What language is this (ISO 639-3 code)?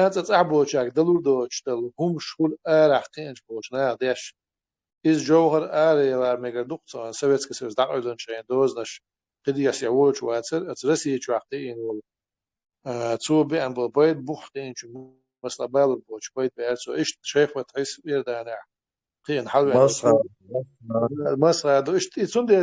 che